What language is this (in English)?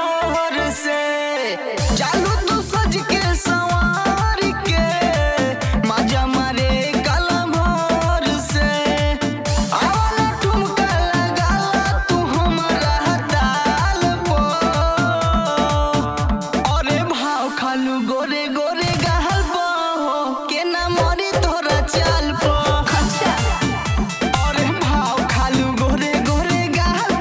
Bhojpuri